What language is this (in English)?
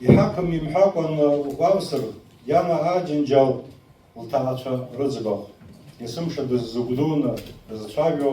Abkhazian